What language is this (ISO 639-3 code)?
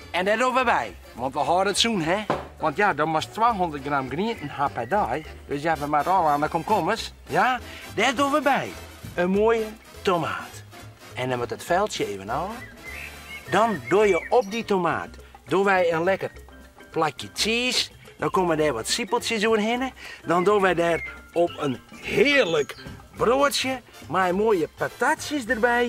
fry